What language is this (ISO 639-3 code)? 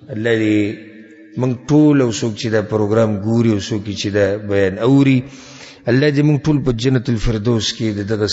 pus